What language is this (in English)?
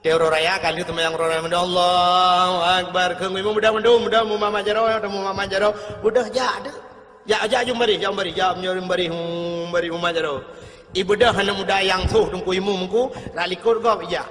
Achinese